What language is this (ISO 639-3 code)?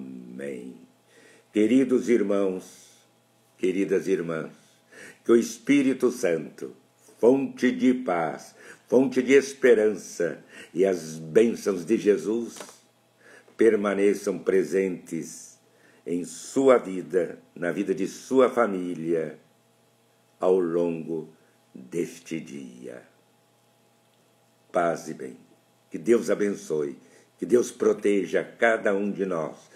por